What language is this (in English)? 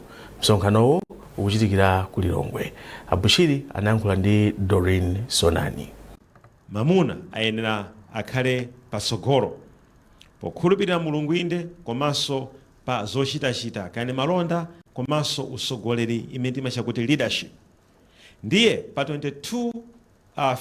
Nyanja